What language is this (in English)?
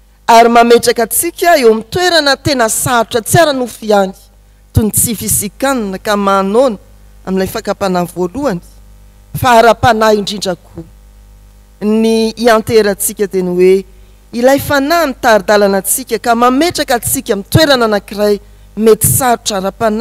Malagasy